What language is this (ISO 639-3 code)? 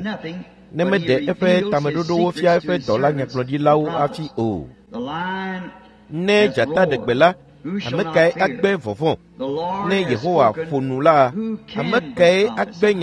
ewe